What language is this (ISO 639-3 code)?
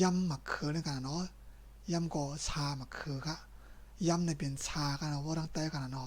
shn